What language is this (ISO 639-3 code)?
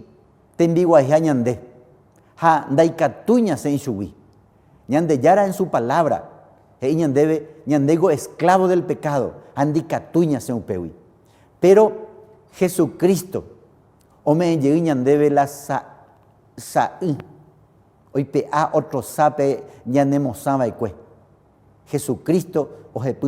grn